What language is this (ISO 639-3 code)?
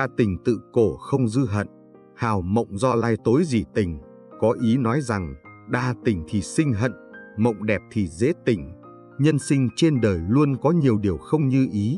vie